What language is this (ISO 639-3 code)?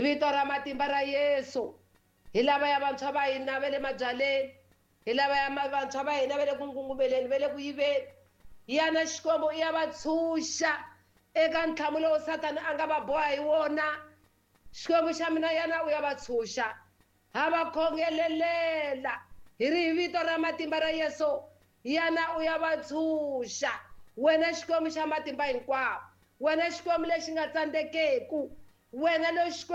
tso